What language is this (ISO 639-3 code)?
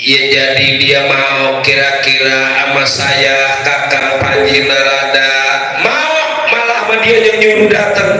bew